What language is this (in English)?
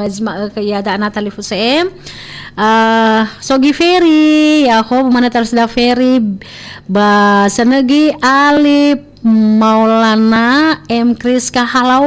Nias